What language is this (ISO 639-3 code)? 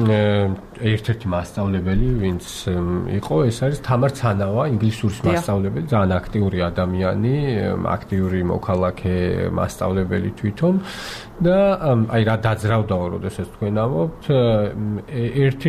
kat